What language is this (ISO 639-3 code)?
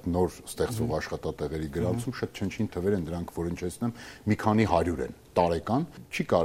hye